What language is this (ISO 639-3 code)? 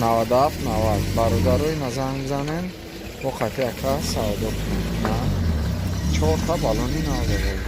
tgk